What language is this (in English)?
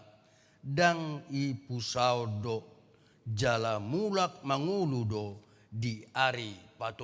Batak Toba